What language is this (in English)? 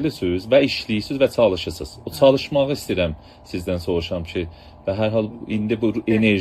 South Azerbaijani